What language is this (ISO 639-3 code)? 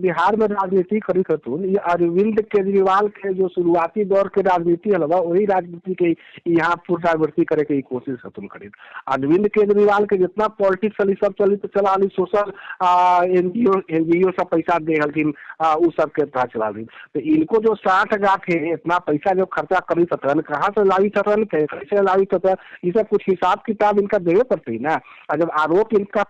mag